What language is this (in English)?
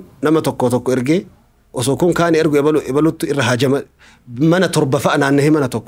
Oromo